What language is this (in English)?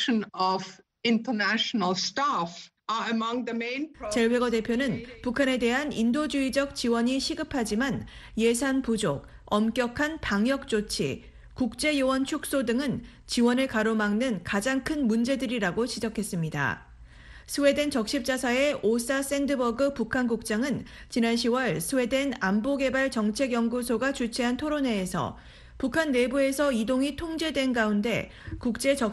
Korean